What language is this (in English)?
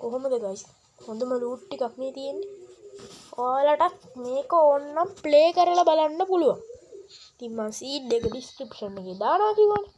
Sinhala